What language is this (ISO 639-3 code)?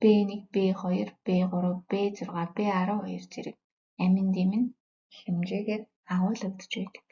mon